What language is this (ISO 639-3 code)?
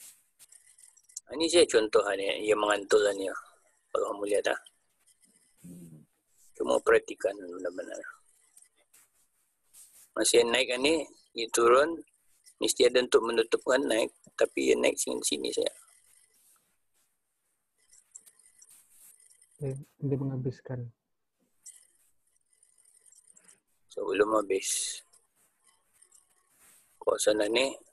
msa